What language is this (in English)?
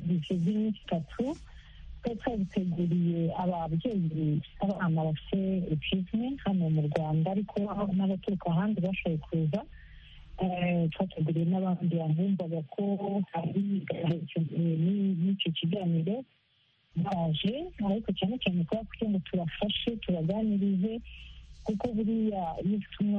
Kinyarwanda